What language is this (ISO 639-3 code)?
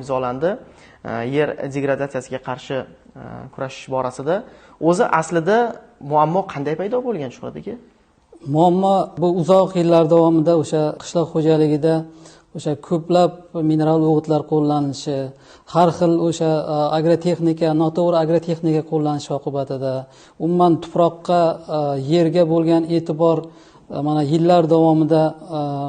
uzb